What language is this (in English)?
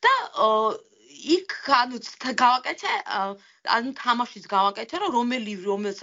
Georgian